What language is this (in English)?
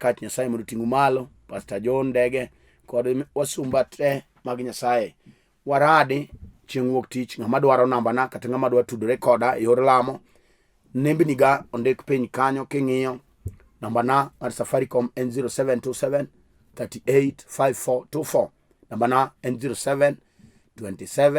Luo (Kenya and Tanzania)